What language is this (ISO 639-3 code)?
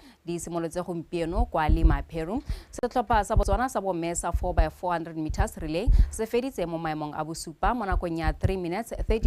tsn